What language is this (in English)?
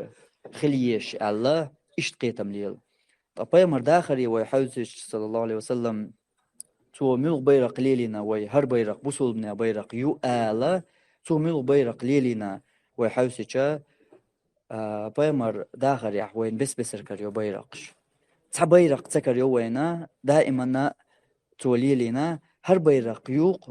Chechen